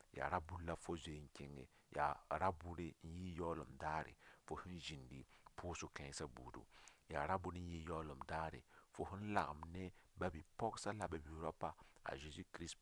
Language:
Mossi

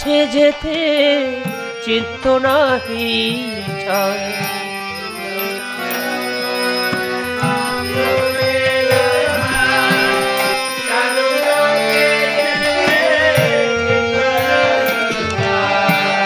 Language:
Bangla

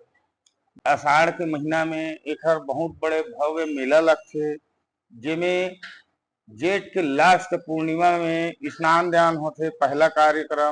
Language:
Chhattisgarhi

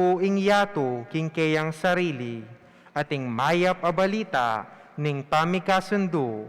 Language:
Pampanga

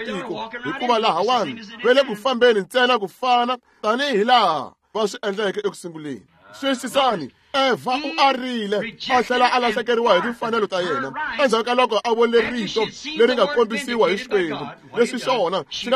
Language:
Tsonga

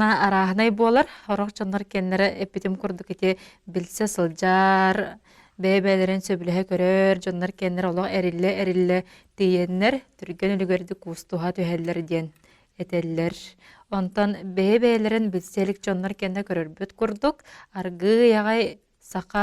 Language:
Yakut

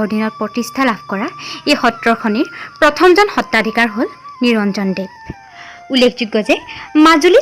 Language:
Assamese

